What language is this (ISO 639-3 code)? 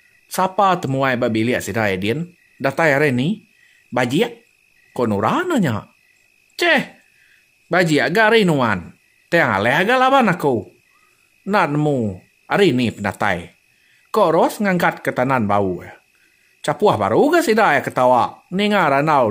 iba